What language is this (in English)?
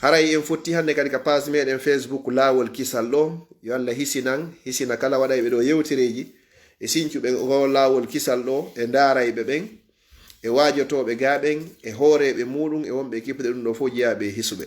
Fula